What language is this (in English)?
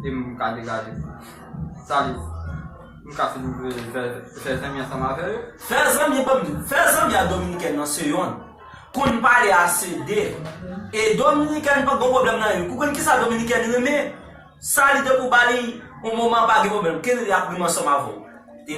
Haitian Creole